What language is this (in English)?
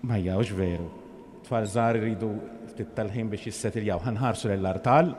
Maltese